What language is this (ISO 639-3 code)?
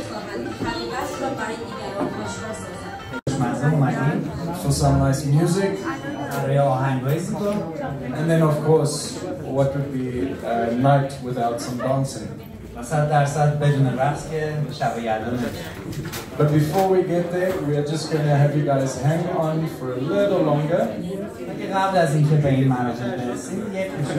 tgk